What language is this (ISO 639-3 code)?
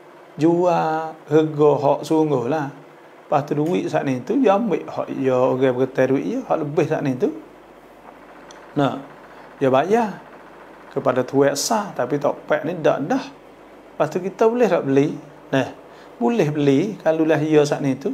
msa